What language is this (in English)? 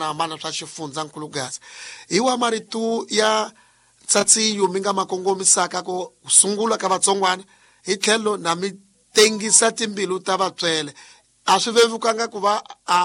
Tsonga